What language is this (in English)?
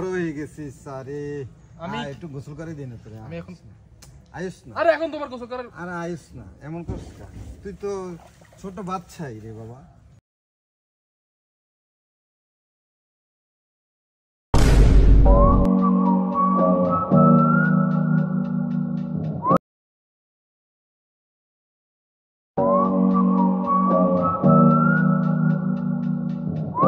Bangla